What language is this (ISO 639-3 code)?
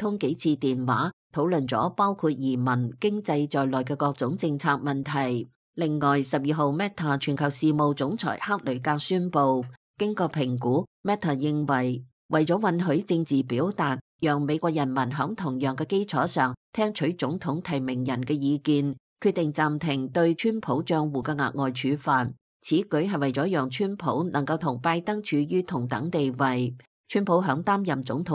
yue